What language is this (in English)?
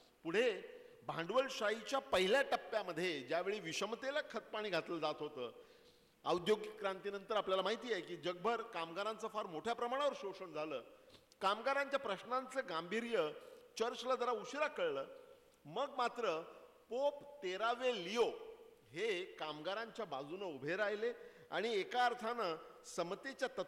Marathi